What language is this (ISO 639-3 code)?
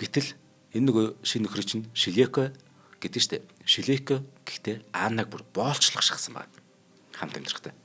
mon